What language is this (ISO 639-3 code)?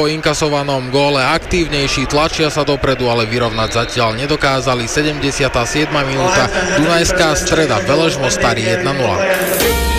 slk